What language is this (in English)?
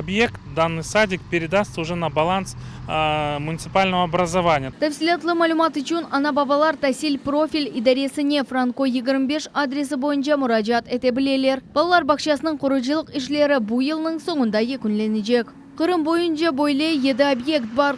Crimean Tatar